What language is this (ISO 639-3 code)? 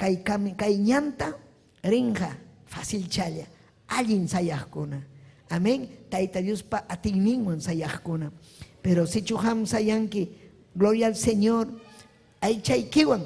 quy